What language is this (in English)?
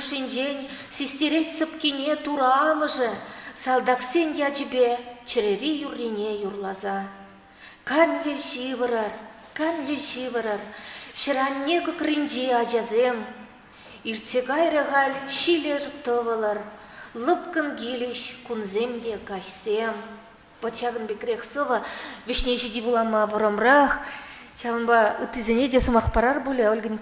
Chuvash